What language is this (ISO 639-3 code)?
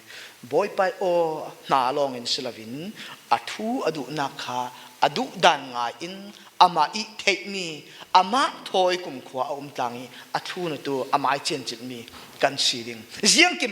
cfm